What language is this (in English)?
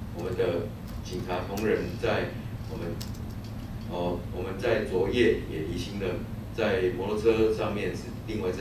Chinese